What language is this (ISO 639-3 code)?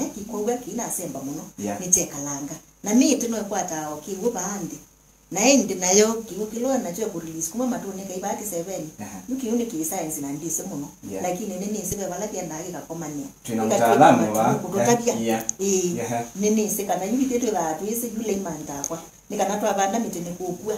kam